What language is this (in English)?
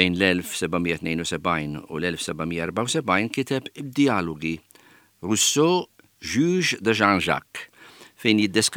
Maltese